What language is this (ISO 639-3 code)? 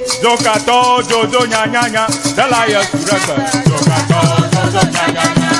ewe